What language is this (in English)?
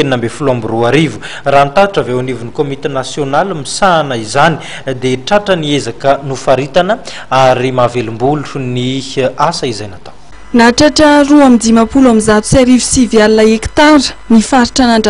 Malagasy